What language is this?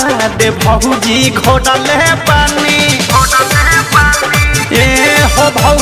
Bhojpuri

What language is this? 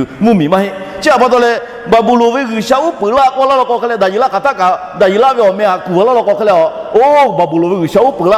Lahu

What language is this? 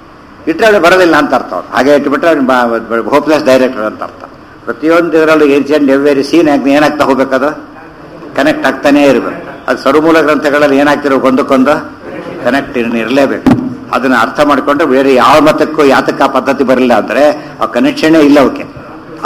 Kannada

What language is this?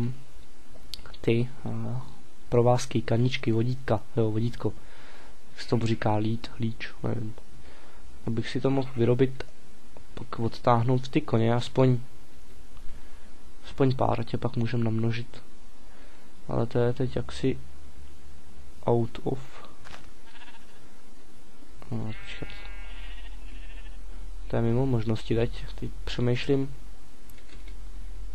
Czech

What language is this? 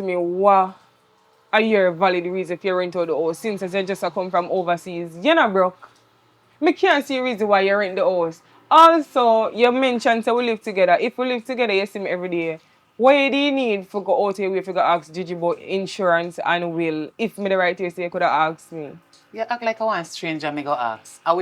Jamaican Creole English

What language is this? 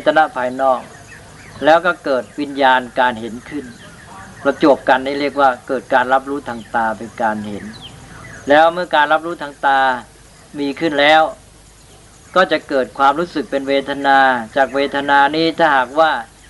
Thai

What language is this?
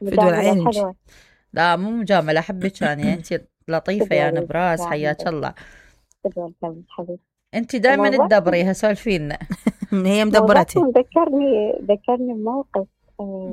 Mesopotamian Arabic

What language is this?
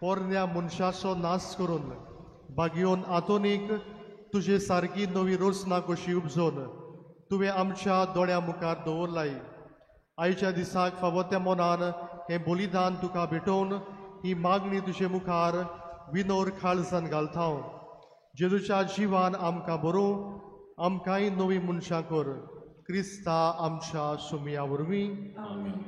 Konkani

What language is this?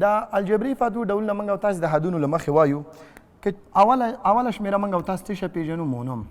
Pashto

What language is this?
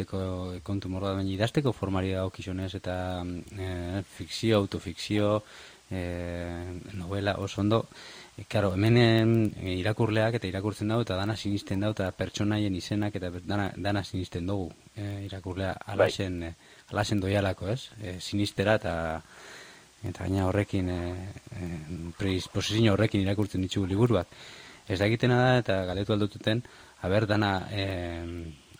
Basque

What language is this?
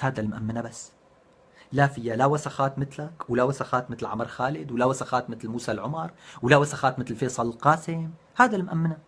North Levantine Arabic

